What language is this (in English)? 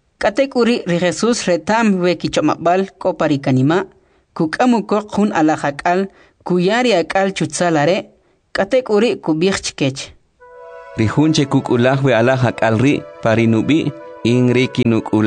Kʼicheʼ